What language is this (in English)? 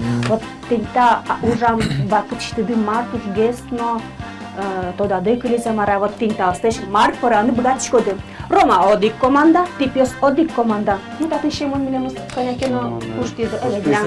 Udmurt